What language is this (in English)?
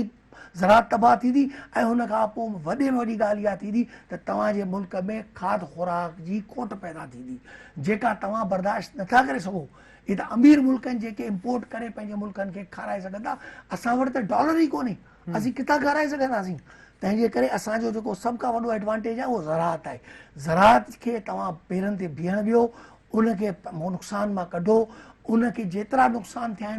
Sindhi